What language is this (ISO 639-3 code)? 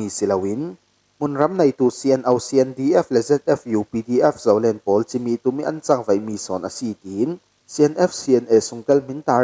cfm